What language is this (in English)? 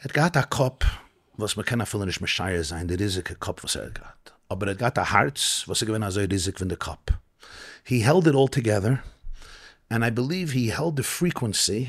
Yiddish